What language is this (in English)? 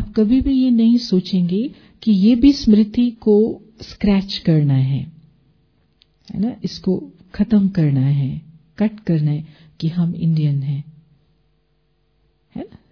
Hindi